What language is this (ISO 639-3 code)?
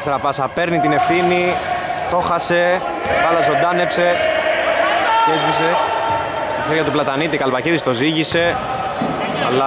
ell